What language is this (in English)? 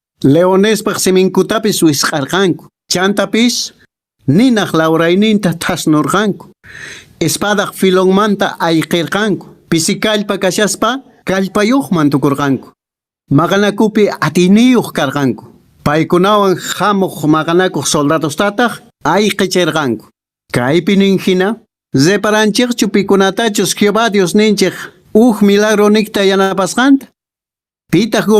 Quechua